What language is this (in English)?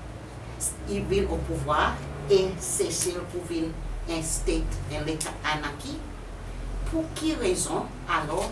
Seselwa Creole French